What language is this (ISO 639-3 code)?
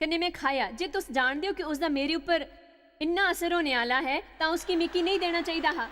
doi